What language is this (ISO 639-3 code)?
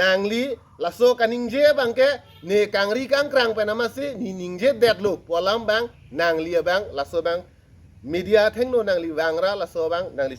mjw